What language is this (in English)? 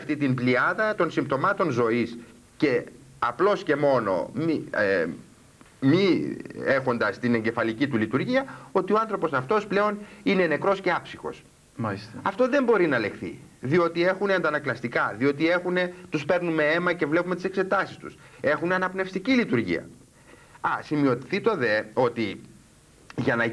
Greek